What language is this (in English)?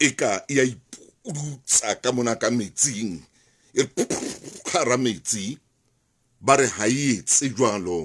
Southern Sotho